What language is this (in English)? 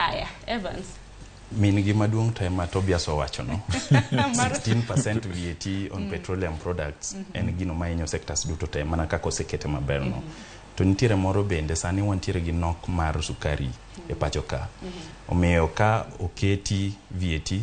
Luo (Kenya and Tanzania)